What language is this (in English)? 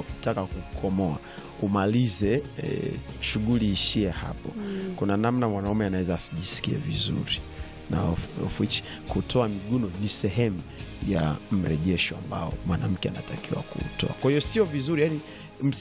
Swahili